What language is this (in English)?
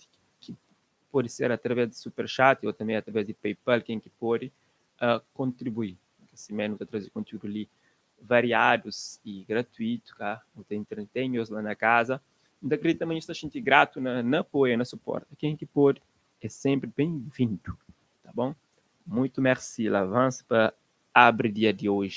Kabuverdianu